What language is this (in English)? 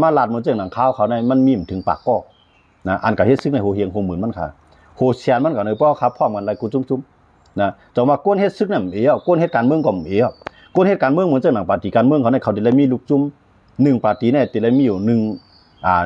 Shan